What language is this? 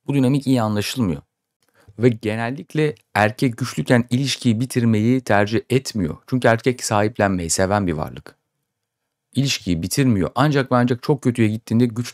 Turkish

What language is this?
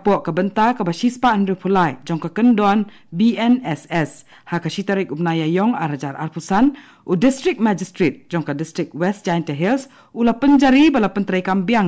Khasi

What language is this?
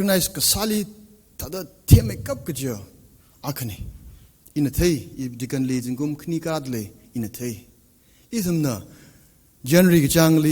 Tangkhul Naga (India)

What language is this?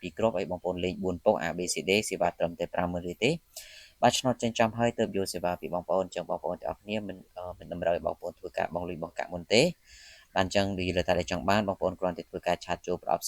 Khmer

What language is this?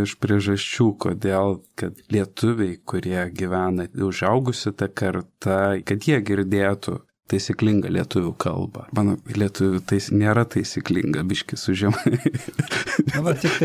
Lithuanian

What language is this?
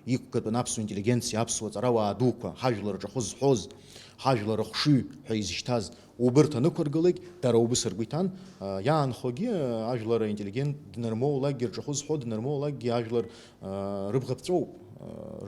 Abkhazian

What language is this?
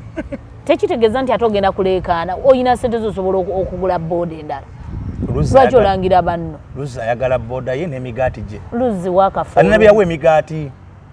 Ganda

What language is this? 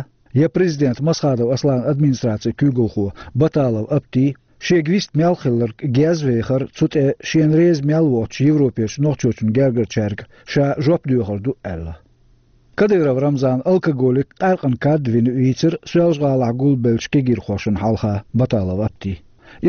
Chechen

